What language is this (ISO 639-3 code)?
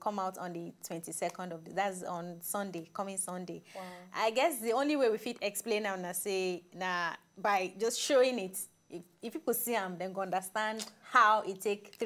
pcm